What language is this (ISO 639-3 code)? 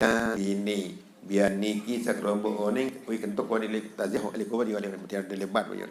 sas